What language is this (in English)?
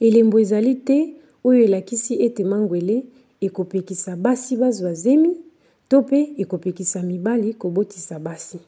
Lingala